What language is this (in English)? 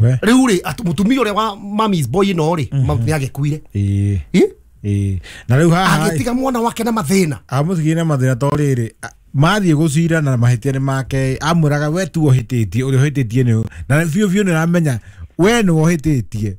Kikuyu